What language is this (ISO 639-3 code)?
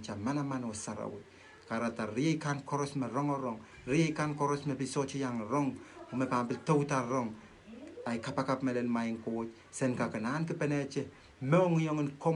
pon